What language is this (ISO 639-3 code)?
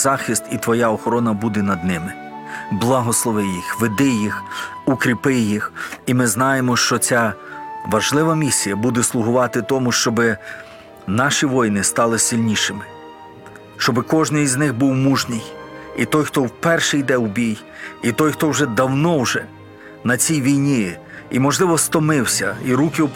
ukr